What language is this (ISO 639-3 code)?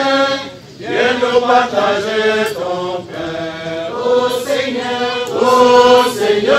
ful